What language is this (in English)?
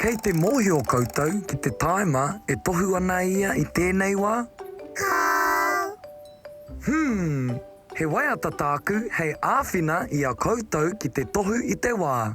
Māori